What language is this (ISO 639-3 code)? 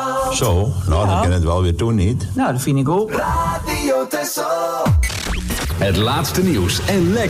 nld